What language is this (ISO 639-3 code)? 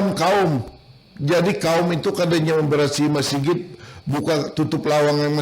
bjn